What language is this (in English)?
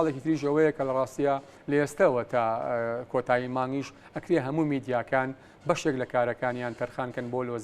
Central Kurdish